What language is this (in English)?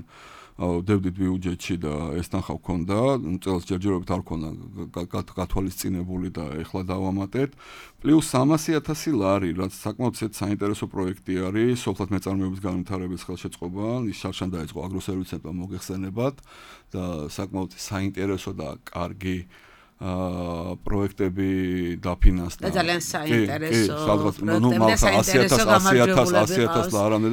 Georgian